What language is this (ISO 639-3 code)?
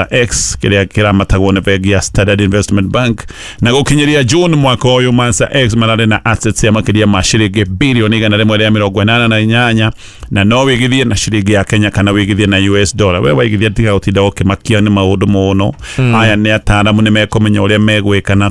kik